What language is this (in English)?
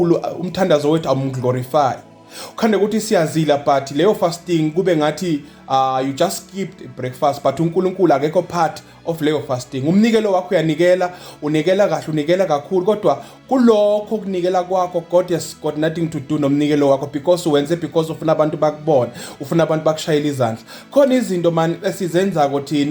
Zulu